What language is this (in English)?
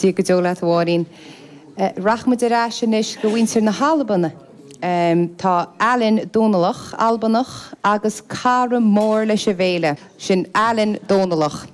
Irish